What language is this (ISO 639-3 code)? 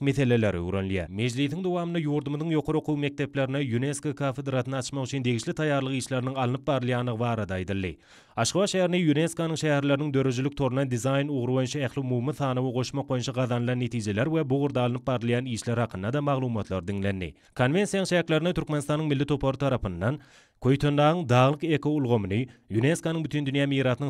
tuk